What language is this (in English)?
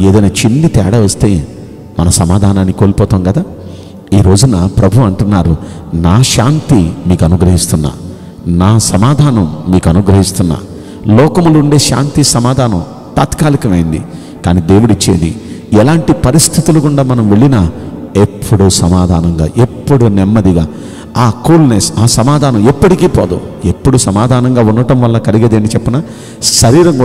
Telugu